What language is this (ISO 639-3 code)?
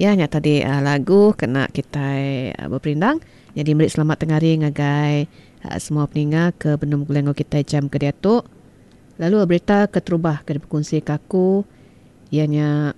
iba